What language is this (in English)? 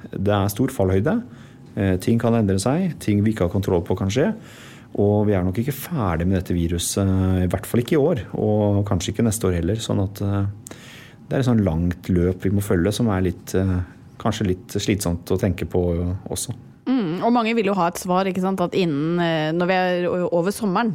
Norwegian